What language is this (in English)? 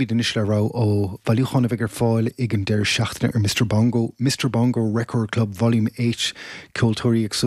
Irish